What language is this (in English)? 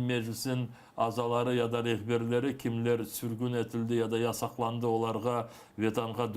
Crimean Tatar